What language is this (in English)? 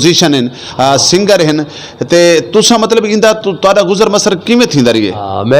Saraiki